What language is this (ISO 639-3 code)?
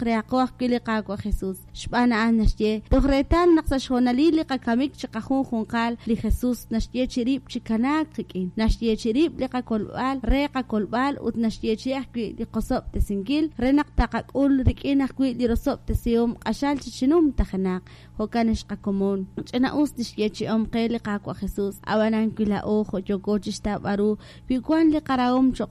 kek